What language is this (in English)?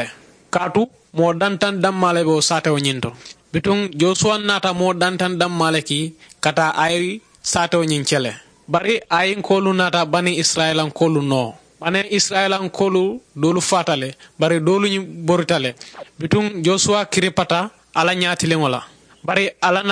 Mandingo